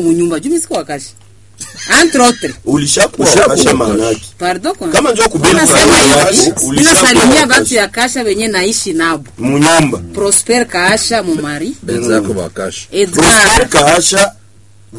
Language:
Swahili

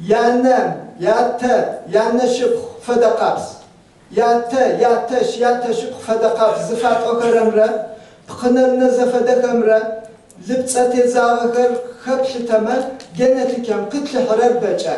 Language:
Adyghe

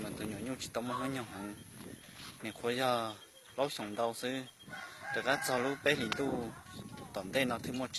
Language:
Hmong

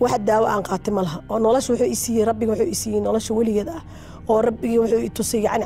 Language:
Somali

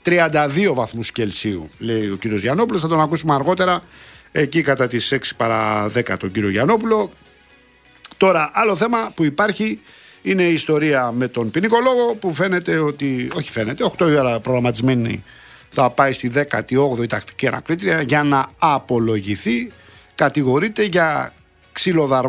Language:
Greek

